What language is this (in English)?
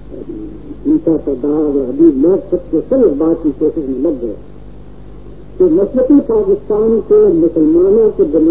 Urdu